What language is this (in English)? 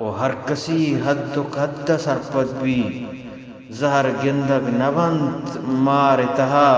Eastern Balochi